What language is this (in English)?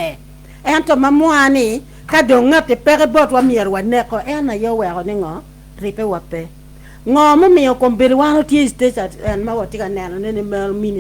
Acoli